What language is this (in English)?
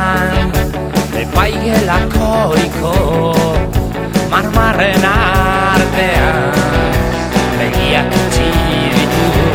Basque